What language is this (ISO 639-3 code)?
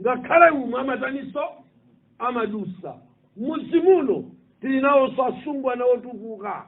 nya